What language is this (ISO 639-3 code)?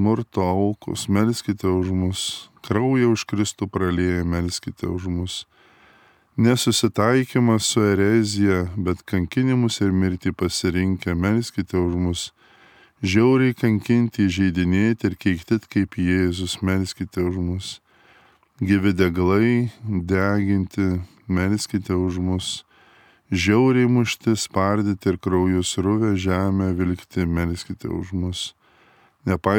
lit